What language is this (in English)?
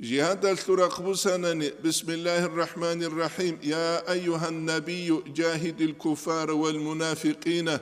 Avaric